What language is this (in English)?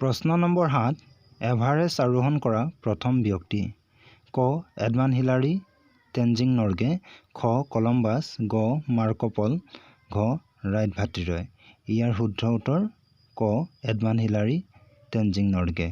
Assamese